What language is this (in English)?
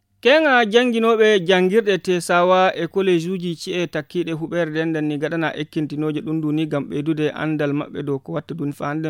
Fula